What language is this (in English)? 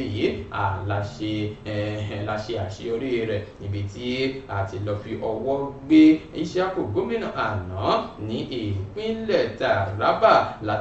Yoruba